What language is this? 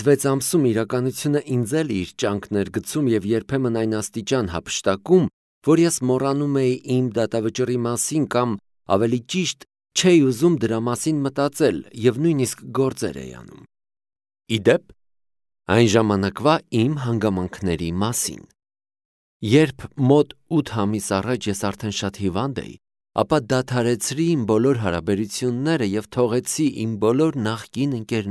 Armenian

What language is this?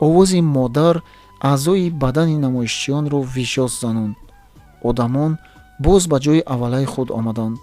Tajik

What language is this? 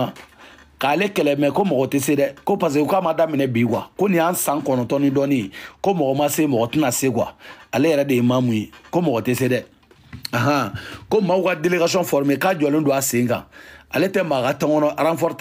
Bambara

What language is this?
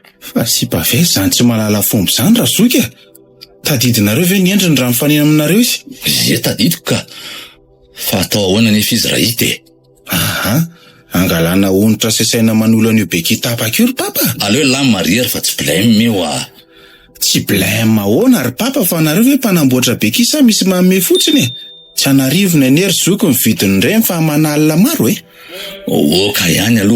Malagasy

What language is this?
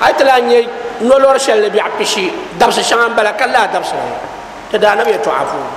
Dagbani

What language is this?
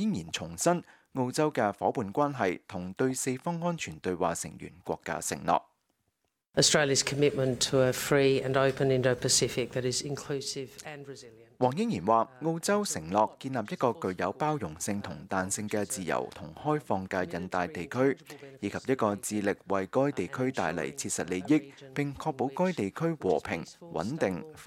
Cantonese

